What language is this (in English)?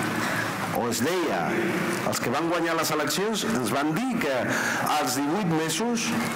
Catalan